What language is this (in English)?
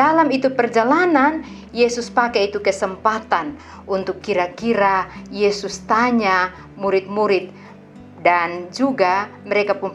Kupang Malay